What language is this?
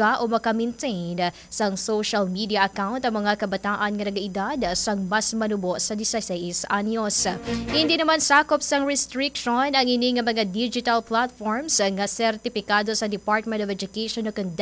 Hiligaynon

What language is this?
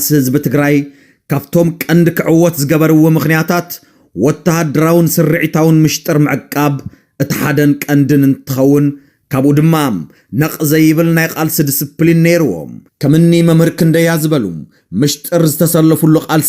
Tigrinya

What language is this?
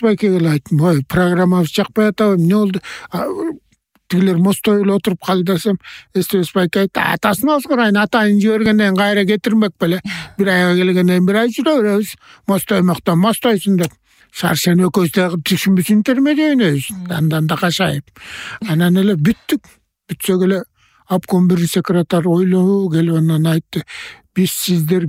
Kyrgyz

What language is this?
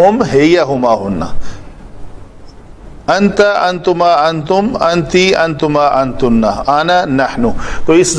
Urdu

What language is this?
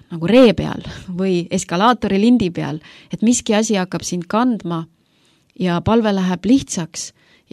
Estonian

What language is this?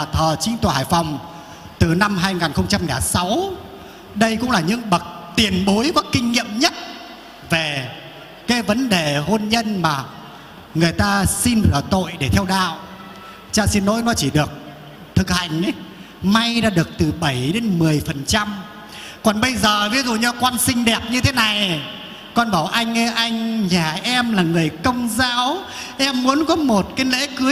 Vietnamese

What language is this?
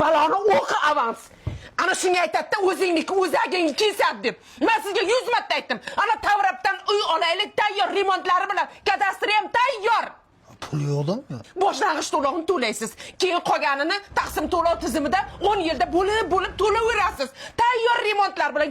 Uzbek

